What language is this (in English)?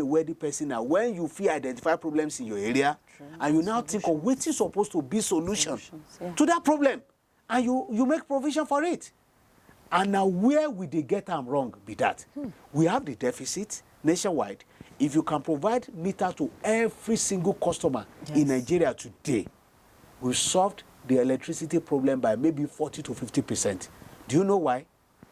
Nigerian Pidgin